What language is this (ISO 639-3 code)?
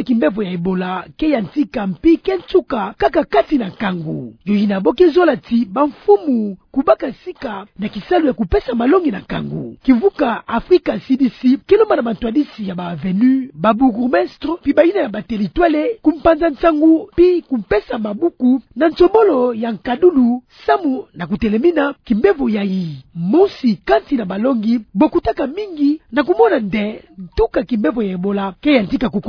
ktu